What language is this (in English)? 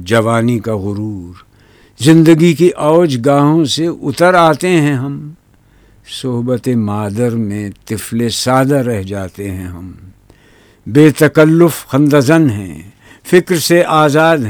Urdu